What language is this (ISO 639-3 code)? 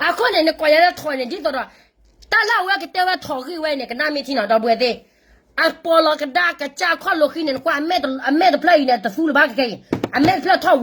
ksw